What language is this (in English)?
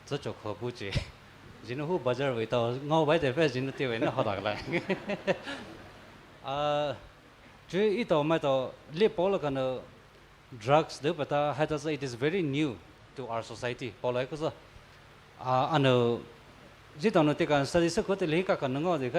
Poumei Naga